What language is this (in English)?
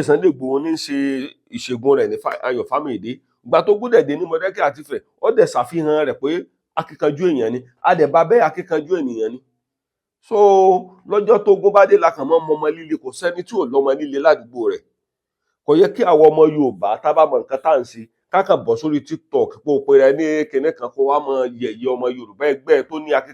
Yoruba